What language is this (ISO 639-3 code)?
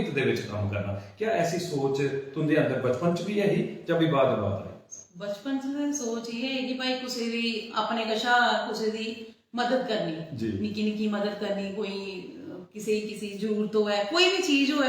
doi